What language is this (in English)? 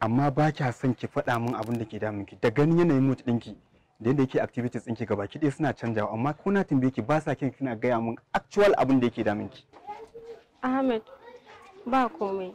Hausa